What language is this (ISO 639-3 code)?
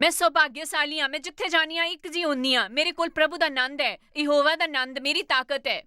doi